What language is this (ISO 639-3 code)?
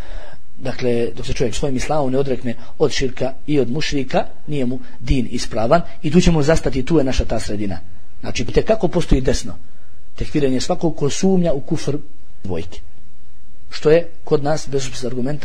bos